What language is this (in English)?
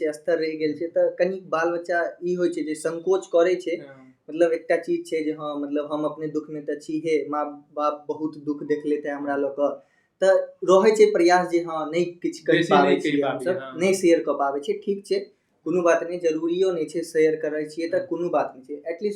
Maithili